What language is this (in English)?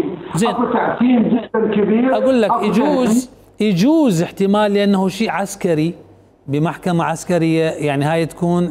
Mesopotamian Arabic